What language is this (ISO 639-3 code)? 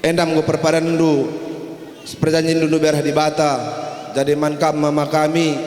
btx